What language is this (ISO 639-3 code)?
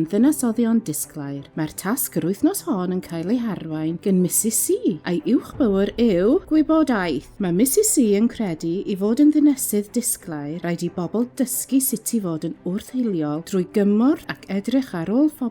cym